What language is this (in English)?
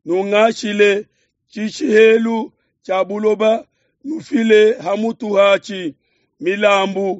Luba-Lulua